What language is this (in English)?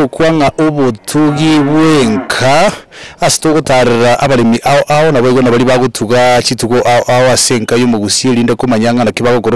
Gusii